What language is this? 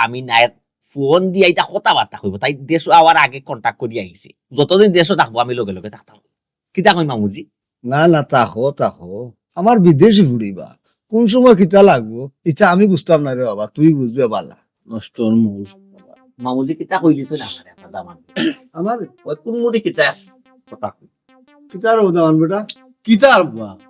Sylheti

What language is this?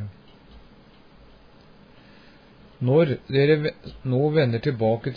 Norwegian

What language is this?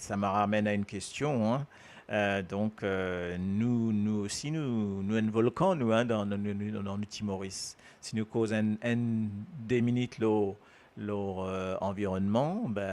Morisyen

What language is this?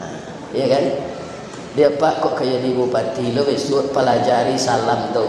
Minangkabau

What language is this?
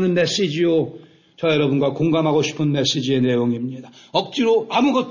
Korean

